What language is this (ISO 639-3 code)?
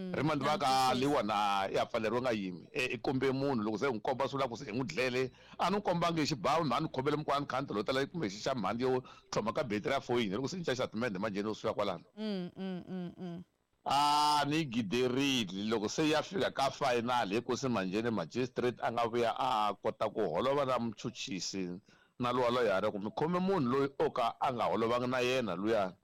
tso